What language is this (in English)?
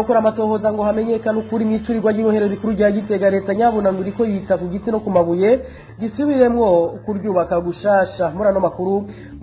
Rundi